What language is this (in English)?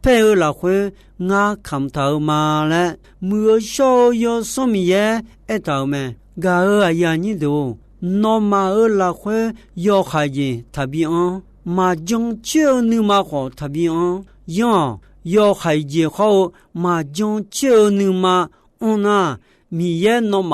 Akha